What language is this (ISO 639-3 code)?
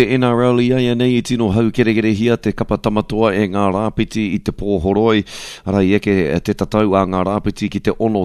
mri